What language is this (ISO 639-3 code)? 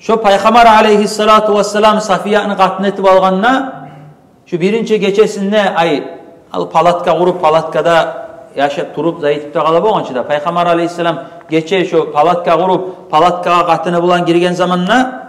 kum